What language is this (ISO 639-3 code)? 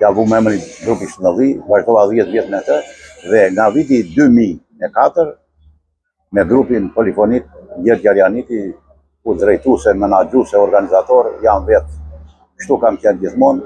sqi